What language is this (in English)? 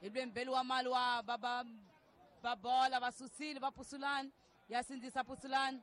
Tsonga